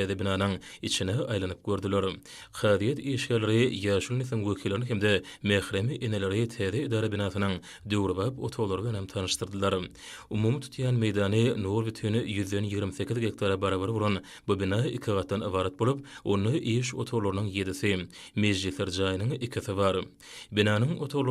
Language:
Turkmen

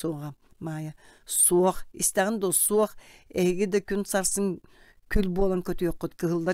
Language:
Yakut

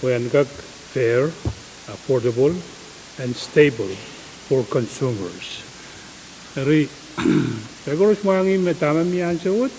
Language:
Pohnpeian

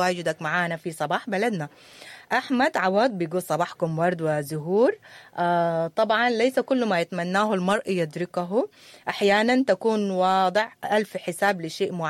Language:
Sudanese Arabic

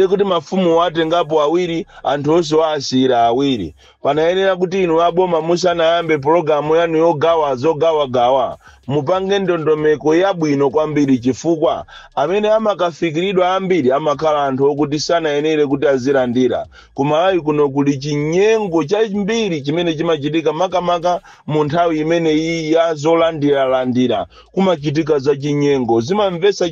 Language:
Nyanja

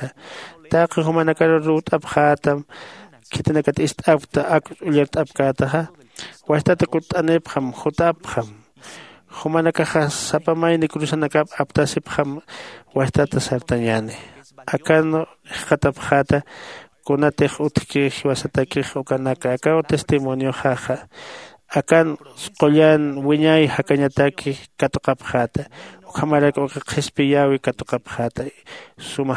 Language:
Aymara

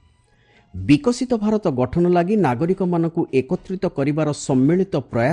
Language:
Odia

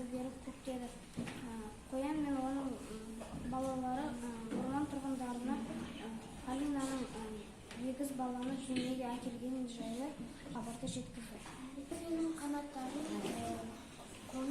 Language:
Kazakh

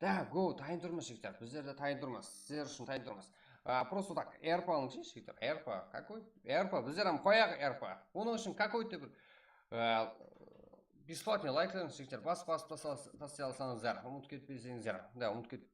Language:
Kara-Kalpak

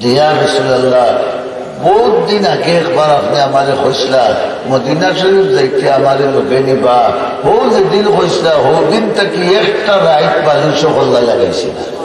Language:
Sylheti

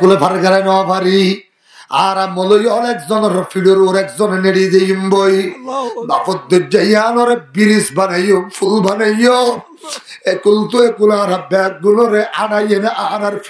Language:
Rohingya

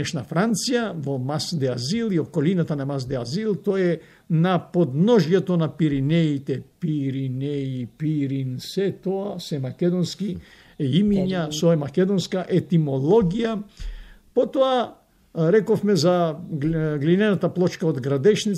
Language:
Macedonian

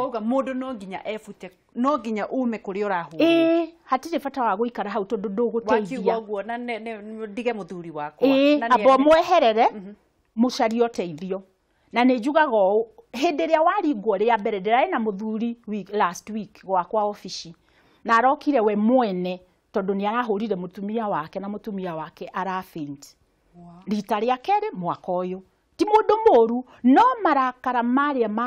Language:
Kikuyu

